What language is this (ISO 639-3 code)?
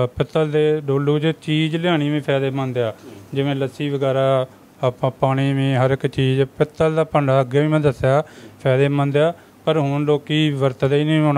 pan